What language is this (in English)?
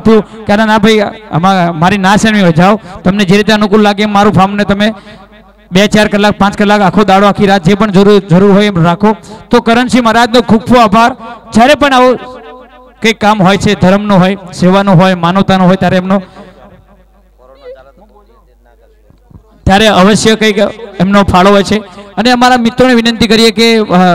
Gujarati